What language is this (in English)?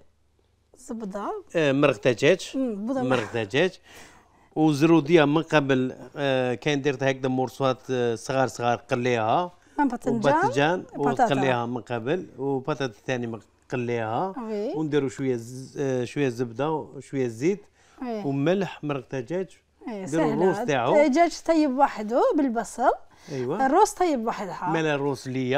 Algerian Arabic